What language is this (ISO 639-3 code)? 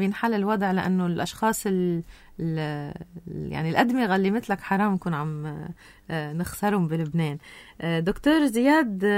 apc